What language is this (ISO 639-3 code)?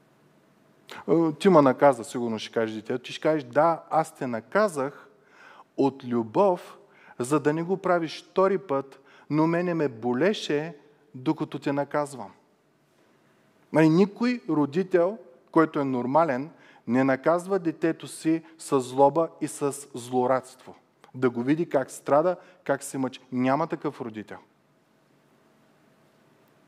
bul